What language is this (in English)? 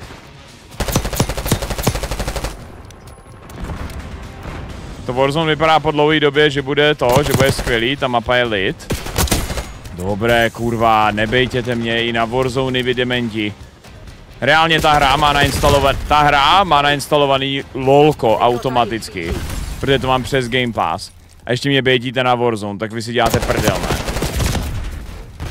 Czech